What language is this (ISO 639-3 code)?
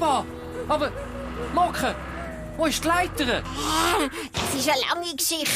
gsw